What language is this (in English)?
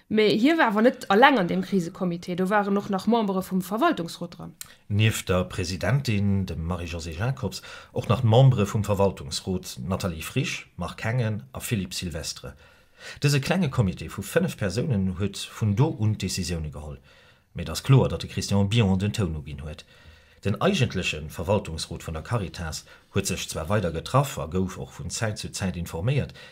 Luxembourgish